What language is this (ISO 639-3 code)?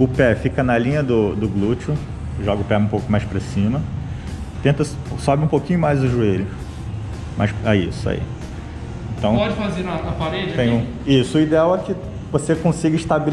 por